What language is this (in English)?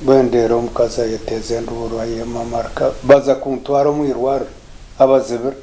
Nyankole